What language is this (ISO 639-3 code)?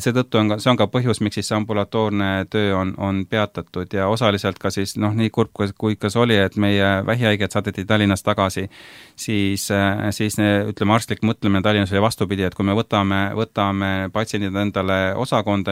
est